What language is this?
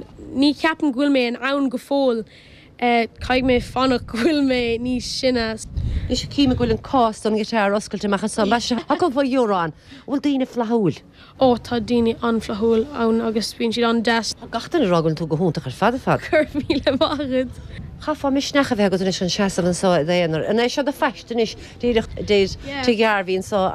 Irish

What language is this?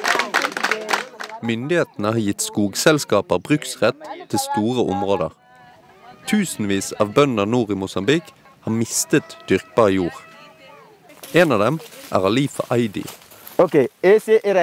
Norwegian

